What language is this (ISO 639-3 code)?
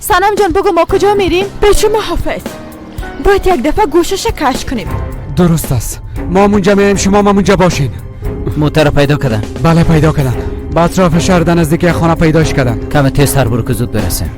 fas